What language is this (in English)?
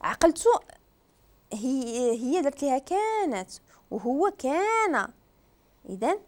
Moroccan Arabic